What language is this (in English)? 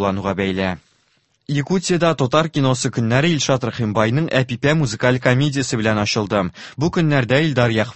Tatar